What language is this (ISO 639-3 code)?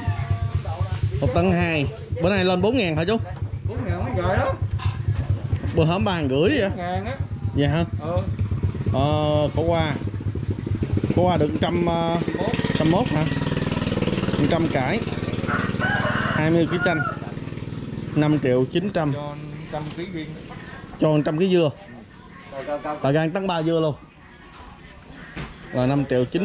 vie